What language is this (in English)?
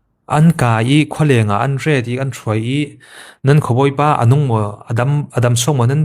Falam Chin